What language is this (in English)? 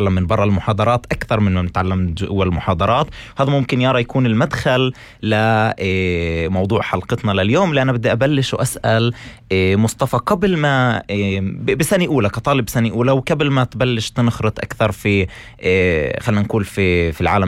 North Levantine Arabic